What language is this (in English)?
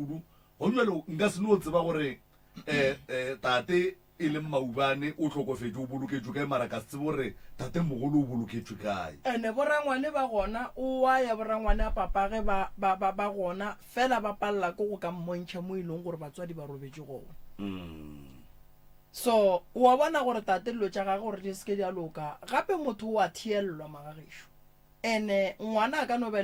Northern Sotho